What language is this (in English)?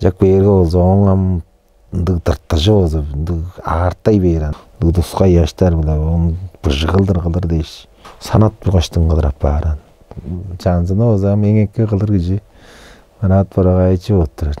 Tuvinian